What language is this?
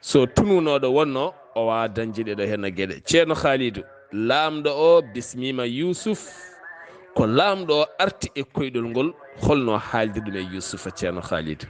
Fula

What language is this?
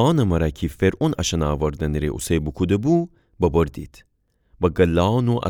Gilaki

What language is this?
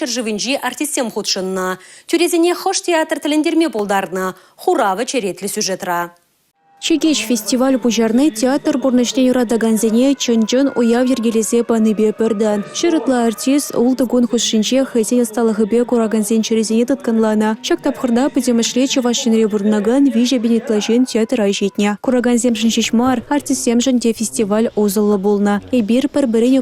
Chuvash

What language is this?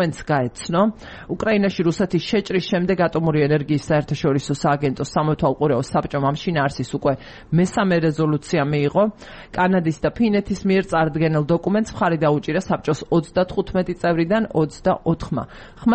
Georgian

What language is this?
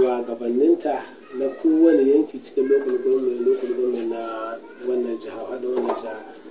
Hausa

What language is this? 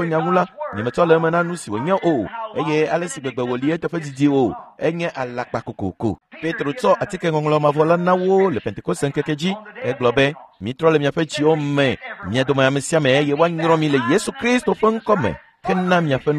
Ewe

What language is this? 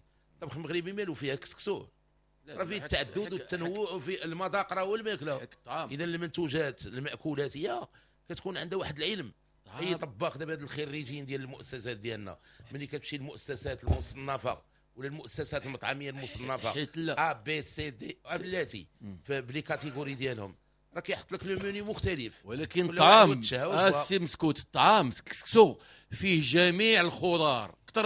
Moroccan Arabic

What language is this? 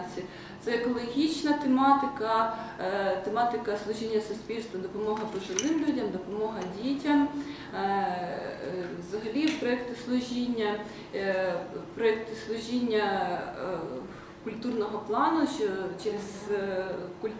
Ukrainian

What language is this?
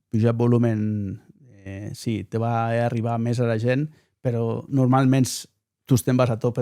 Occitan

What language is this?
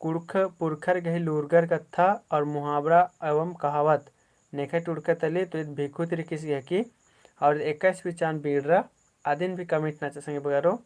Kurukh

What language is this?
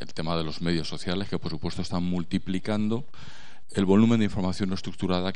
Spanish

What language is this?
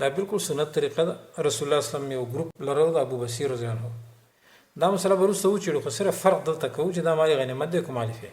Pashto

